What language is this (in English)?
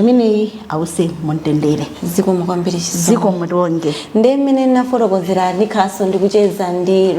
Nyanja